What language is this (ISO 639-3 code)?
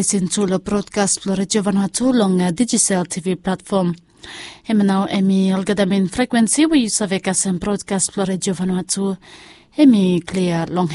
bis